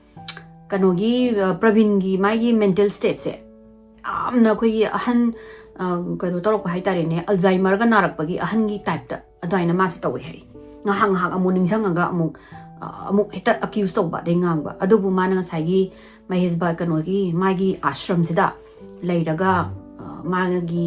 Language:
Manipuri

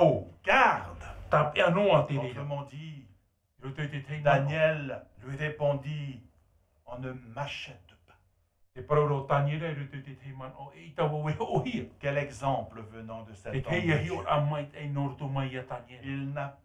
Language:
Tahitian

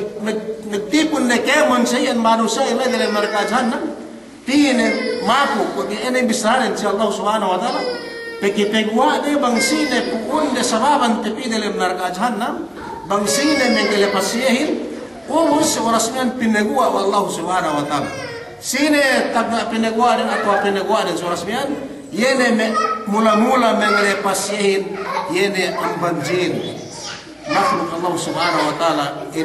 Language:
Yakan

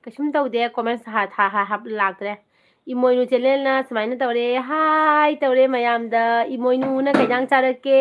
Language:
Manipuri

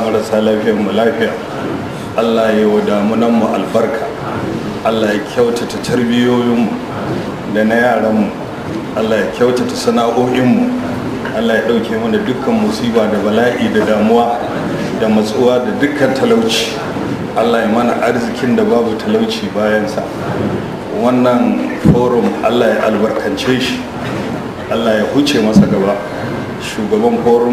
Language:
Hausa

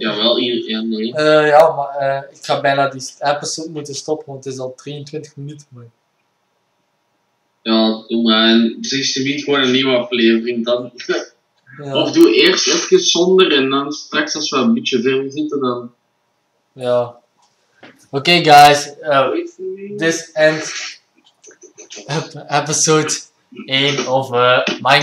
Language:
Dutch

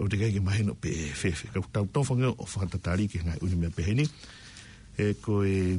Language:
Tongan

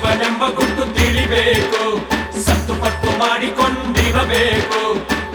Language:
Kannada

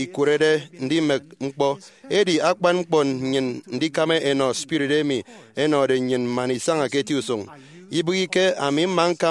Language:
Efik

